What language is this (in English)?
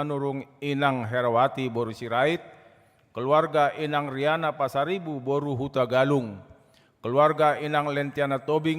Batak Toba